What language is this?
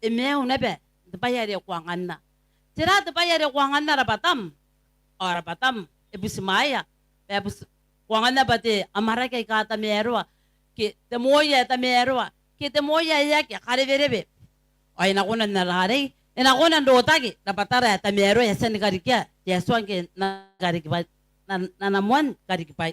Gilbertese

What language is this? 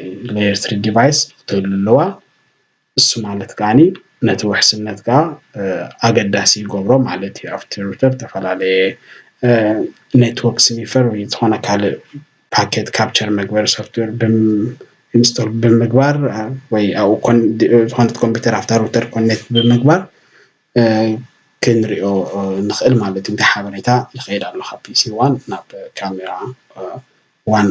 Tigrinya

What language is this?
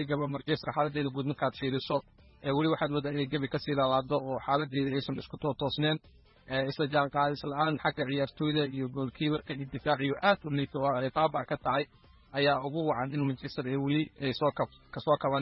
Somali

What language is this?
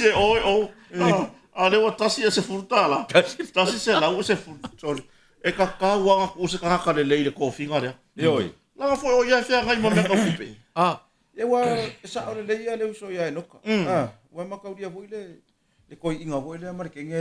Samoan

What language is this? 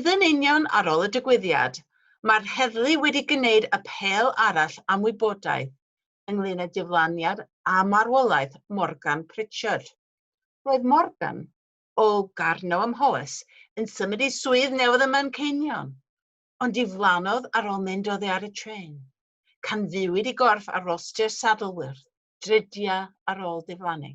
Welsh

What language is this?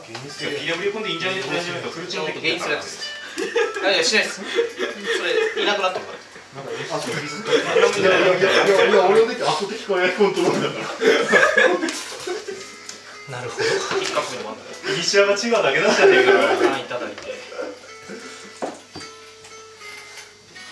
Japanese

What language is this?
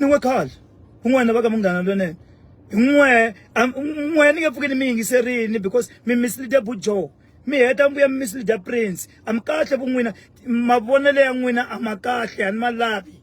Tsonga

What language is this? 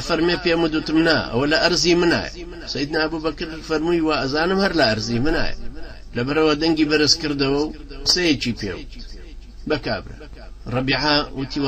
Central Kurdish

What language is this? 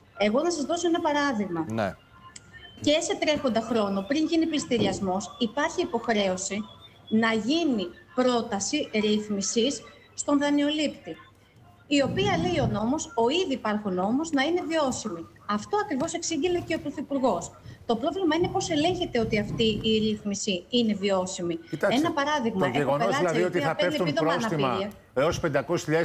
Greek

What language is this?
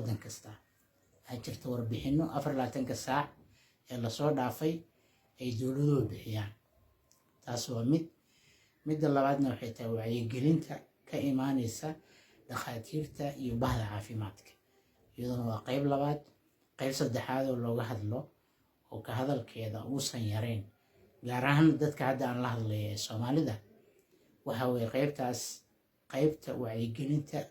Somali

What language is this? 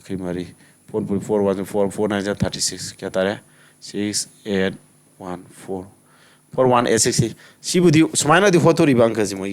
Manipuri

